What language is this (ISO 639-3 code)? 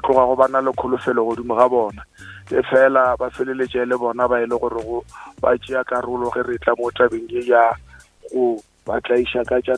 nso